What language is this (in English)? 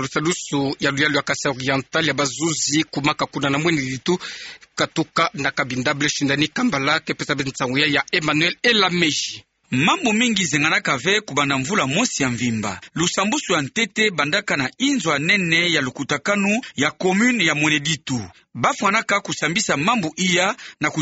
Kituba (Democratic Republic of Congo)